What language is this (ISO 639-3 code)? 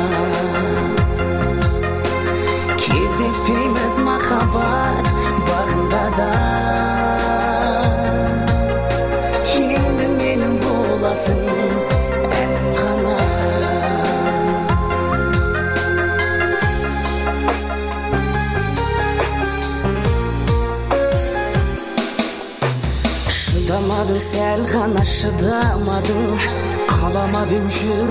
kaz